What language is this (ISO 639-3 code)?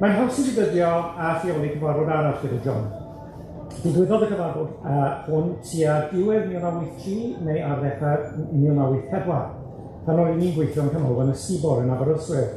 cym